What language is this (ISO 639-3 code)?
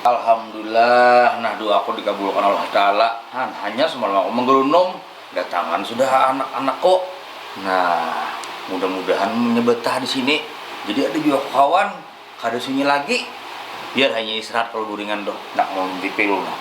bjn